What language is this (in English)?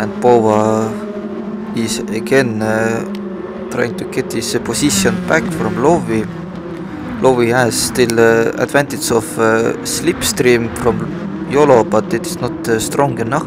English